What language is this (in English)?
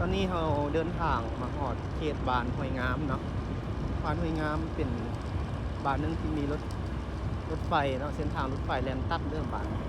Lao